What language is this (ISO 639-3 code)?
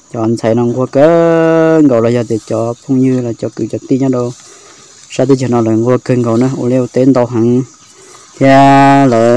hmn